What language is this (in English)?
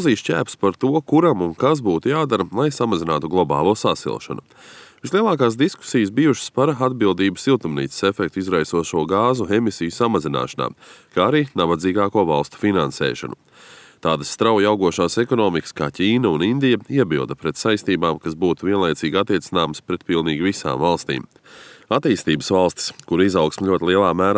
Latvian